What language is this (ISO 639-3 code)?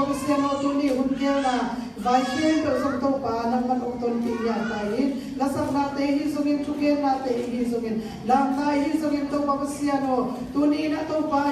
ctd